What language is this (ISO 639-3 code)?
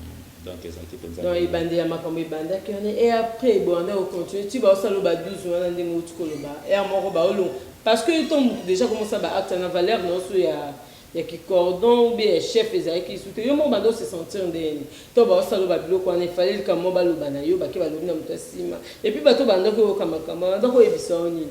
lin